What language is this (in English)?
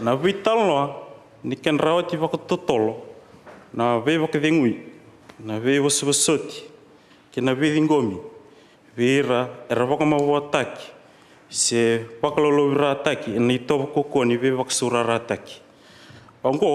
Fijian